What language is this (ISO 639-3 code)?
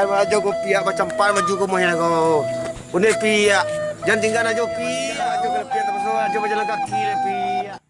min